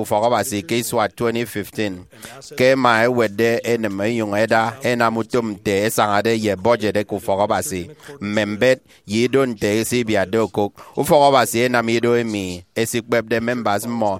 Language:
Efik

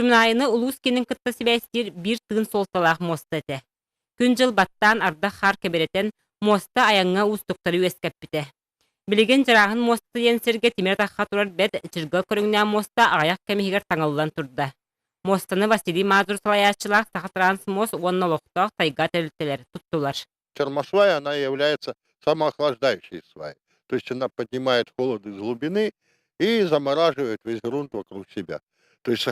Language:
Yakut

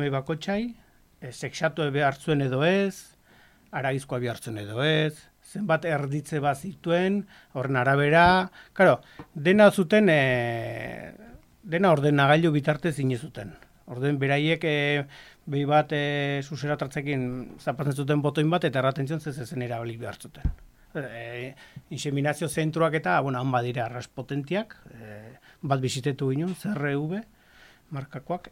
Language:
Basque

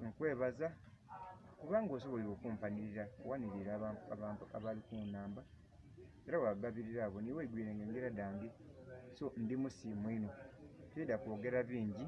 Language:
Soga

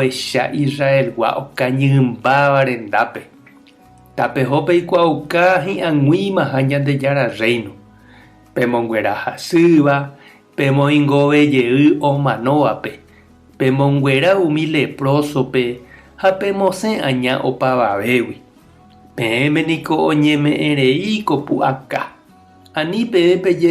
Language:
Guarani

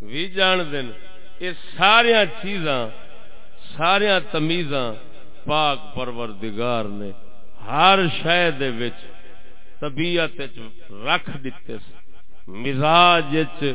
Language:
Saraiki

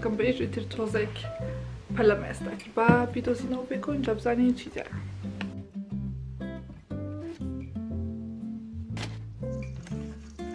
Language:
Persian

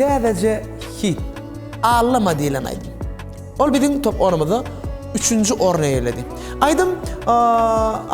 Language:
Turkmen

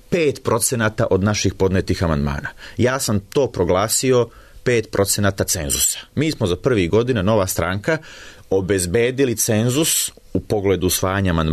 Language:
Serbian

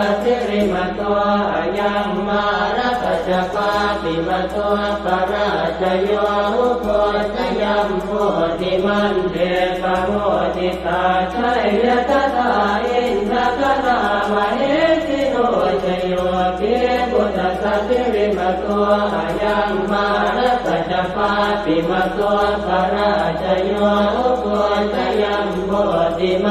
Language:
Pali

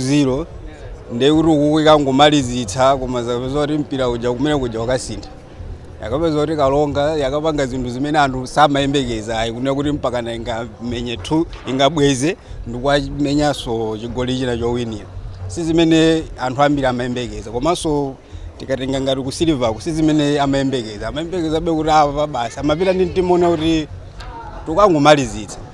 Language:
Nyanja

